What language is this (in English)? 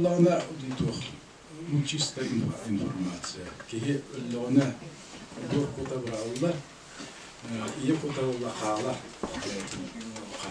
Yakut